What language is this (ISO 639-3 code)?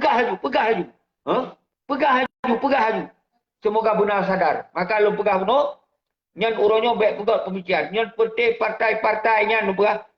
ace